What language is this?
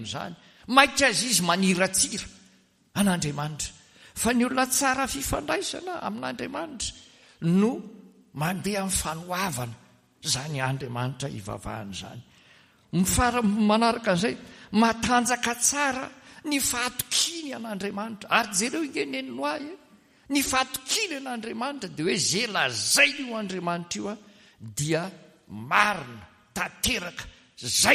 Malagasy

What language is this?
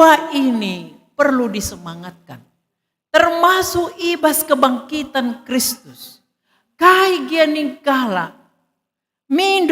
Batak Karo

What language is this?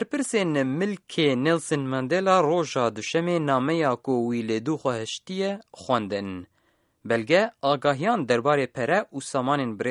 Kurdish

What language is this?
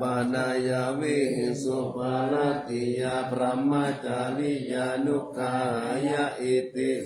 Pali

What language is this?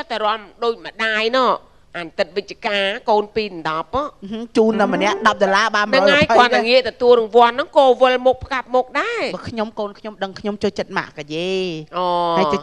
Khmer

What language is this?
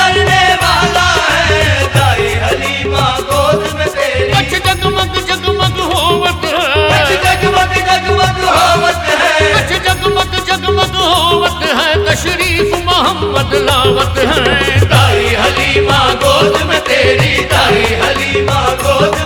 Hindi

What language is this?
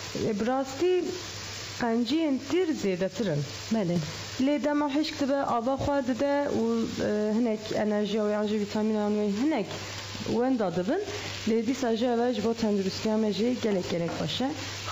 Kurdish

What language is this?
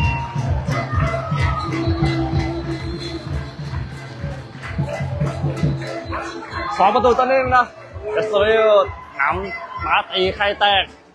Lao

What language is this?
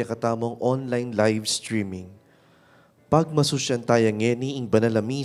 Pampanga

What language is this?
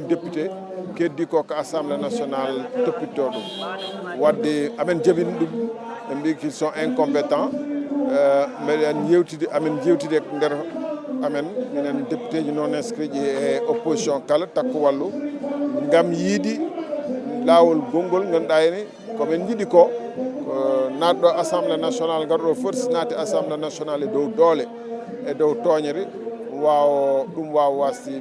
Fula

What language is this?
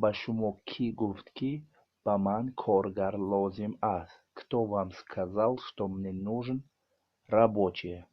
Tajik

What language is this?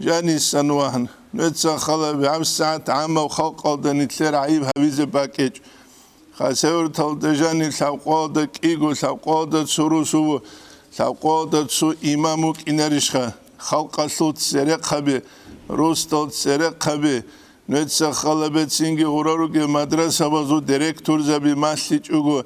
Avaric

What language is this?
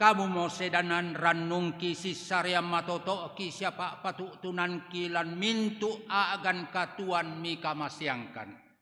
Toraja-Sa'dan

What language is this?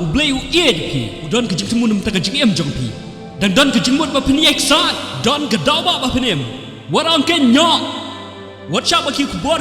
Khasi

